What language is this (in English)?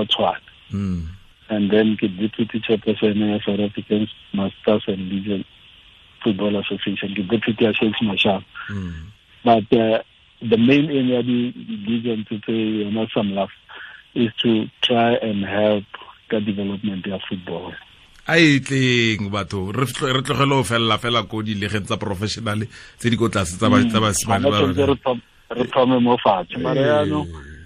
Tswana